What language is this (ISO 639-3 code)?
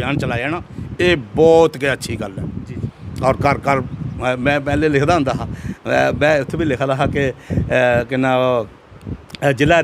doi